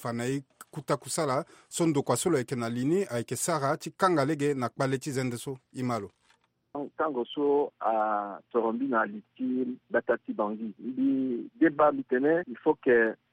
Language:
Sango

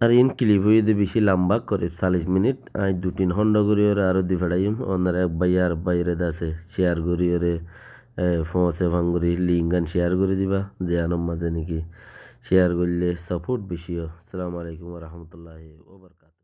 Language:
Rohingya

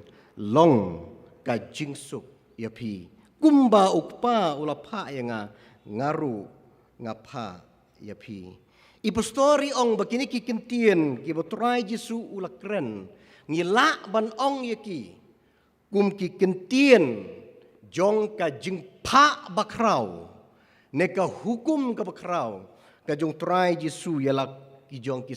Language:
Khasi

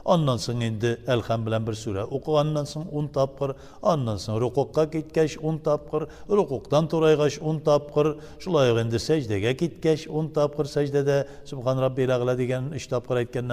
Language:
Tatar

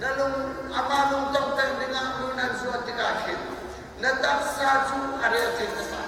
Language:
Hakha Chin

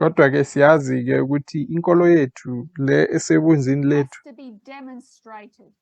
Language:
Zulu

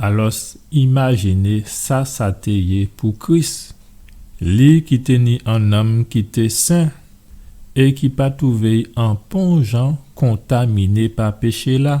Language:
Guadeloupean Creole French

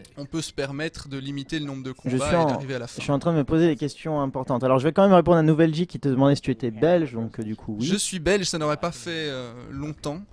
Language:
French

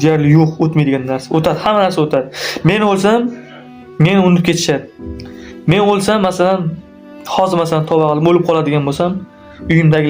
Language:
Uzbek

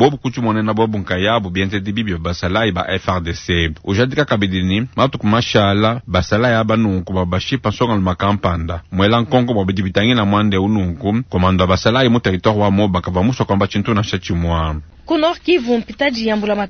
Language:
Luba-Lulua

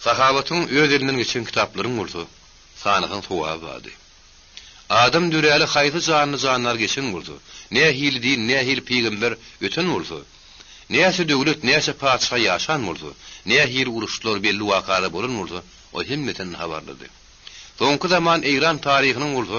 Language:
Turkmen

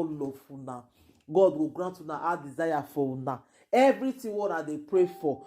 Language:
Nigerian Pidgin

